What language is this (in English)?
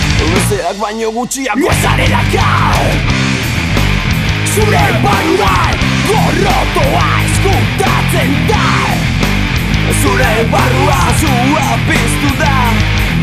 Basque